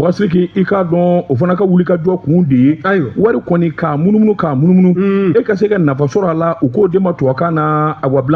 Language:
Bambara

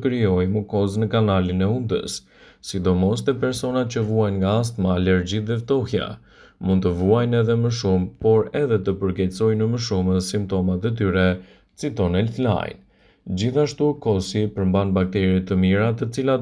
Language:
Albanian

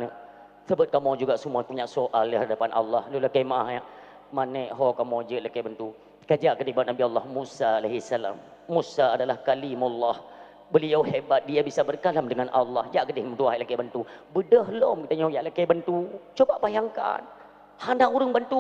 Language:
Achinese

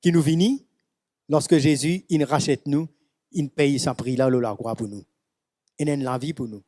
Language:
Morisyen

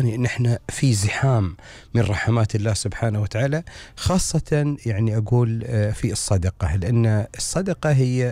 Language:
Gulf Arabic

